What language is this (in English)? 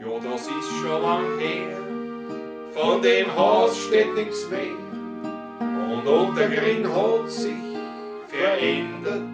Bavarian